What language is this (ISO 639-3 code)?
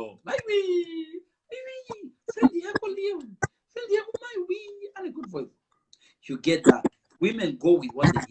sna